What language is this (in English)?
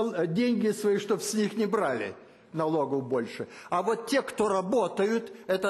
Russian